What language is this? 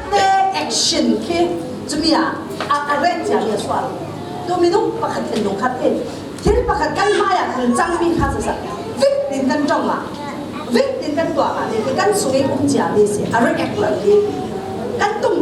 Falam Chin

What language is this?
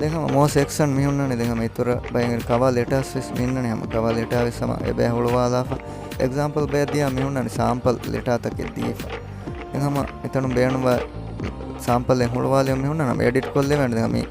Divehi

